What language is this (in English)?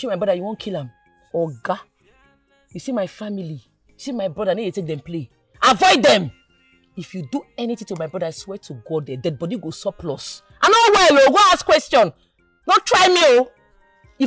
Nigerian Pidgin